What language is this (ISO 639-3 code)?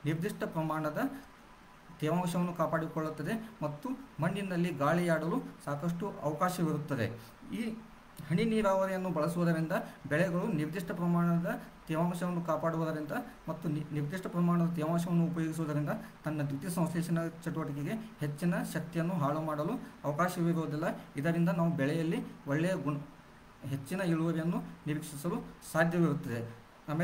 kan